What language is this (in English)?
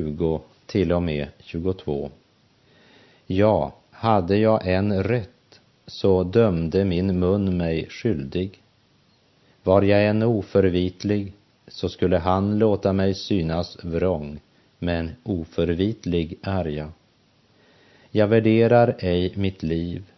Swedish